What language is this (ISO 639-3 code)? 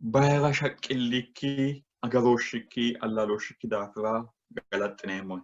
sid